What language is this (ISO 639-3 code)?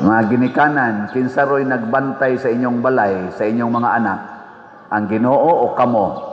ceb